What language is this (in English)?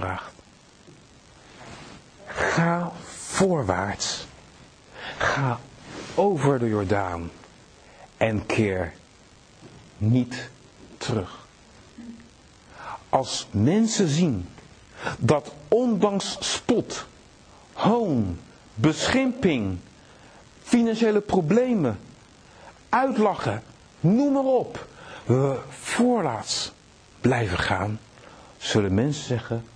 Dutch